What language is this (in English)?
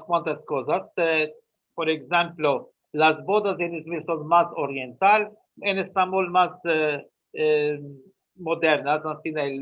Ladino